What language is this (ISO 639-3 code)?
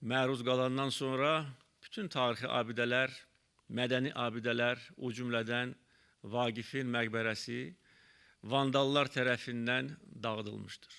aze